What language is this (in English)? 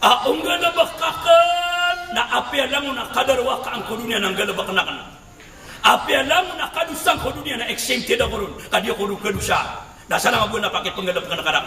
Maranao